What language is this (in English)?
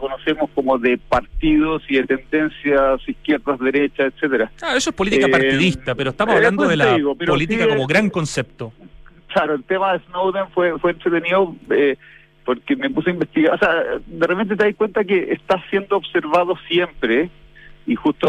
Spanish